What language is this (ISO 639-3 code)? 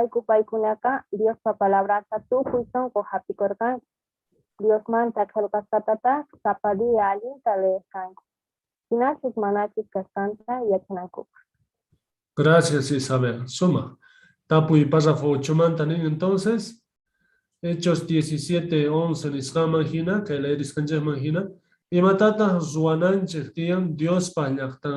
que